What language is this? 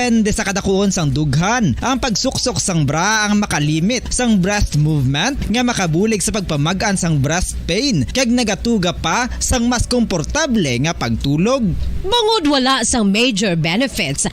Hiligaynon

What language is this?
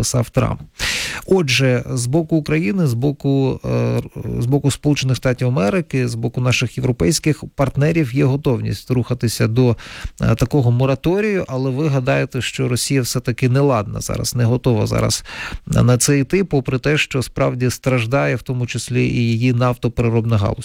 Ukrainian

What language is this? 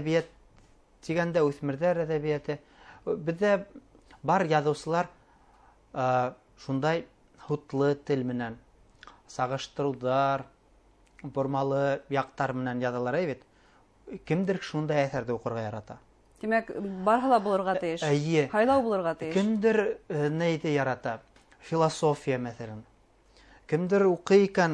Bashkir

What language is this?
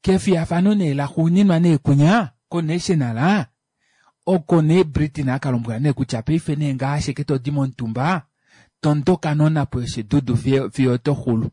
Kuanyama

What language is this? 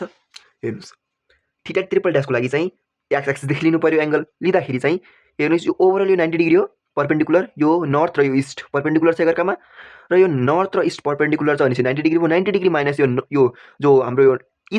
Nepali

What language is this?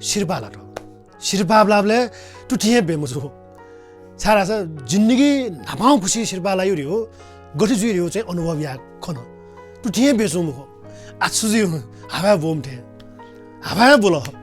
Newari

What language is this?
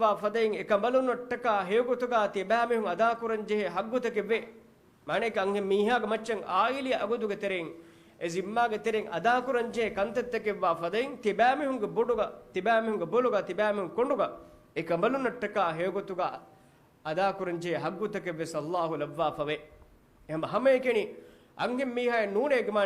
Divehi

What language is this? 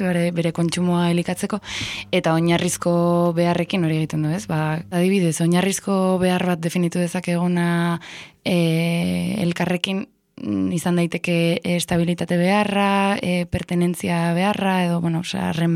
Basque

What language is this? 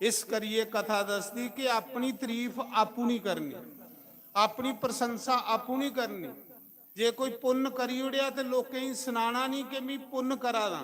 Dogri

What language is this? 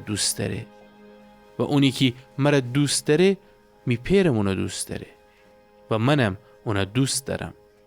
Gilaki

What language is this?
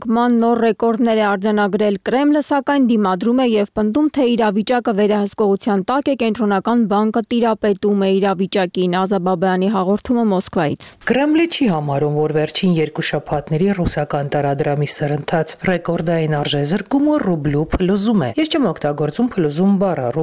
Armenian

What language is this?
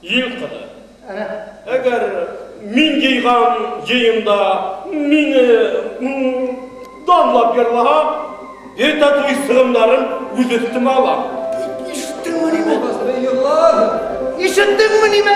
Bashkir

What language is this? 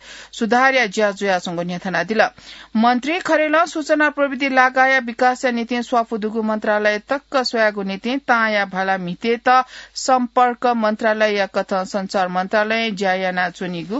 Newari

